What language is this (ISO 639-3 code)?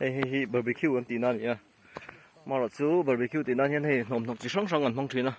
lus